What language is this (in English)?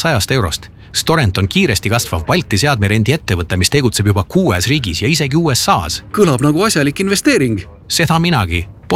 Estonian